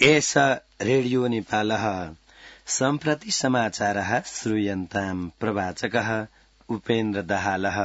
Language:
Sanskrit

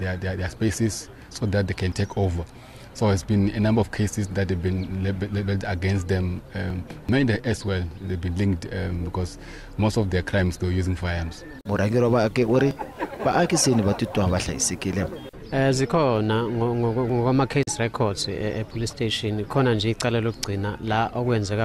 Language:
Tsonga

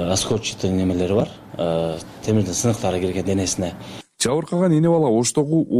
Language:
Kyrgyz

